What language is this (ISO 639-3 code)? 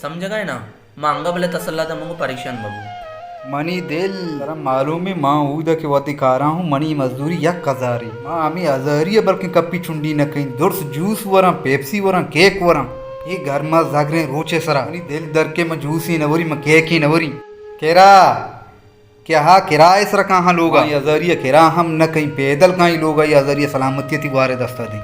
bal